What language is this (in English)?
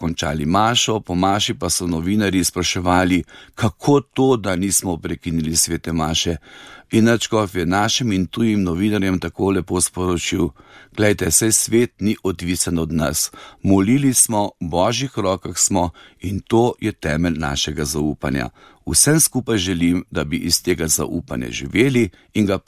Slovenian